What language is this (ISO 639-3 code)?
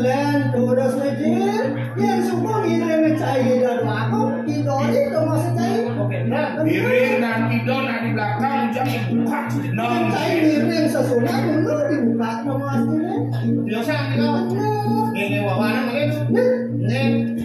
ban